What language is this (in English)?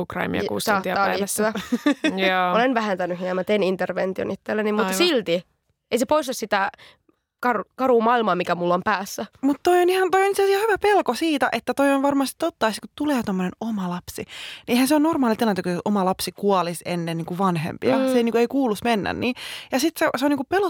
Finnish